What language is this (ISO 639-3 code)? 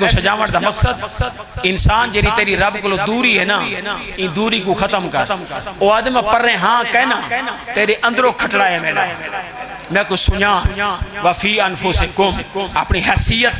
skr